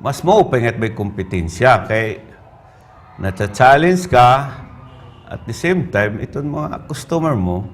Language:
Waray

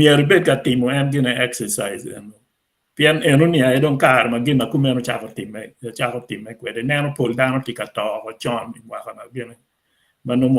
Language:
Acoli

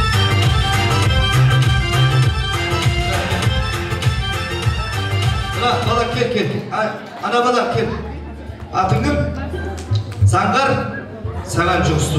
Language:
Kazakh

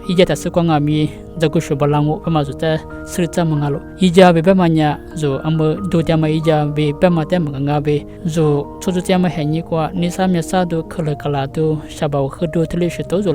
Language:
Lisu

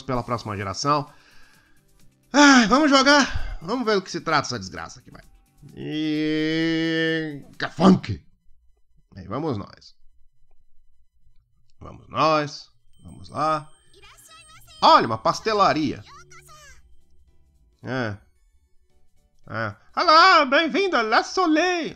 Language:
Portuguese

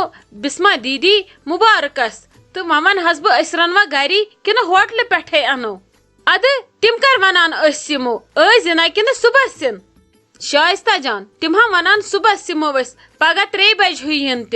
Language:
Kashmiri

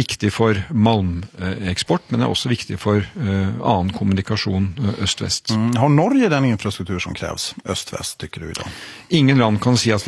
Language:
Norwegian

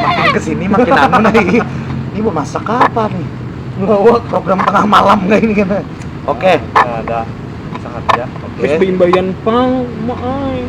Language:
Banjar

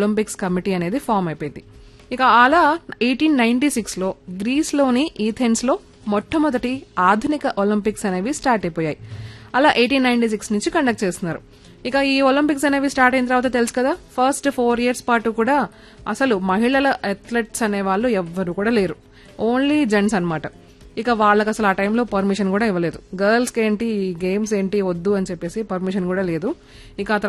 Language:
Telugu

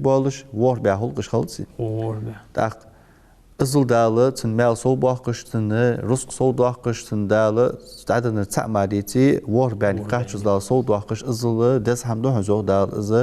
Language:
Ingush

